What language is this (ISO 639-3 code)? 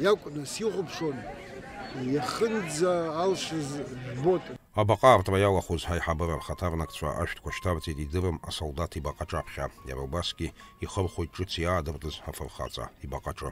abk